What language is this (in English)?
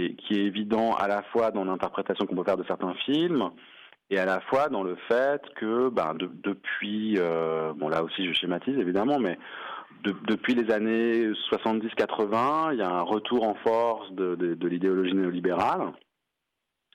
French